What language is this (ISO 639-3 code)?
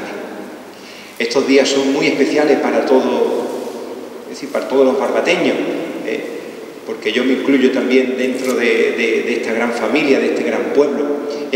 spa